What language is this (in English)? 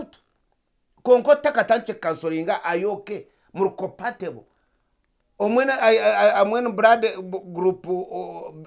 Nyankole